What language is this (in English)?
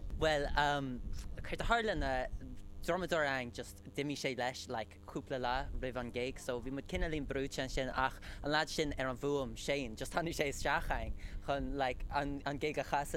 Irish